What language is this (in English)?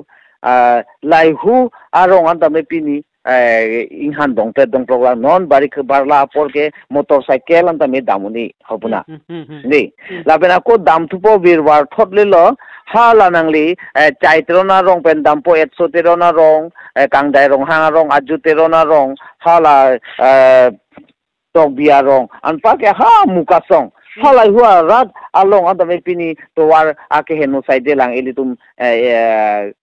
Karbi